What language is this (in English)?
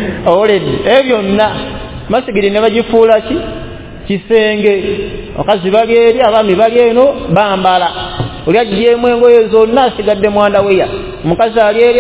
Ganda